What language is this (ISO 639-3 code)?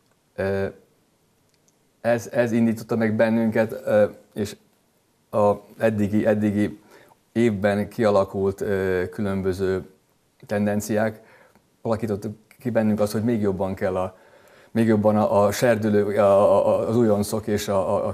hun